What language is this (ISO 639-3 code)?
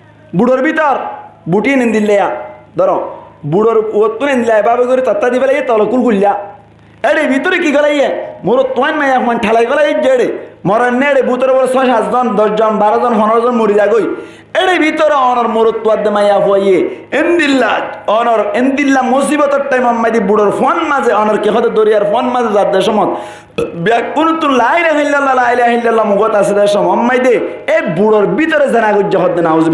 rhg